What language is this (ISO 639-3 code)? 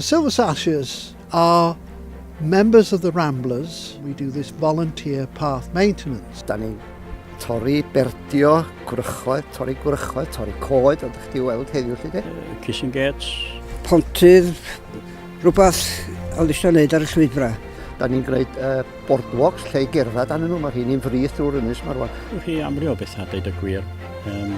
cym